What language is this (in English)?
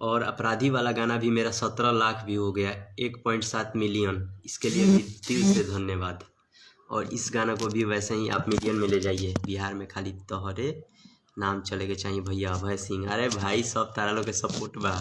Bhojpuri